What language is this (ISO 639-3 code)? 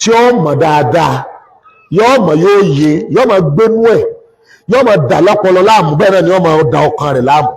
yor